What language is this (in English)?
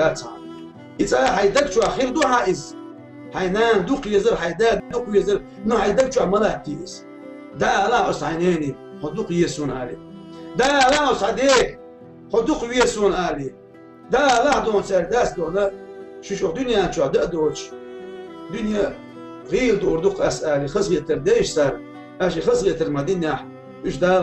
Chechen